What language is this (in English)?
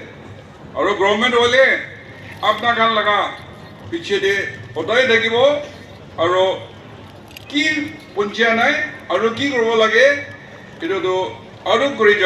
Naga Pidgin